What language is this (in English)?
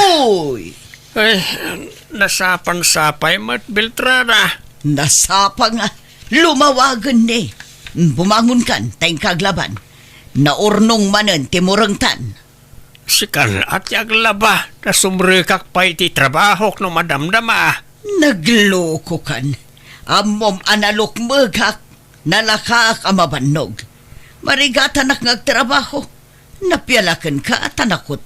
Iloko